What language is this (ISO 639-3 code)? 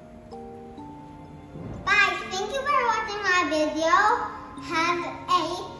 eng